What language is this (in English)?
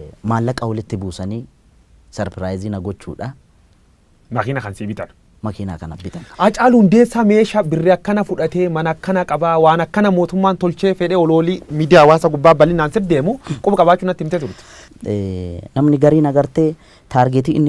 Oromo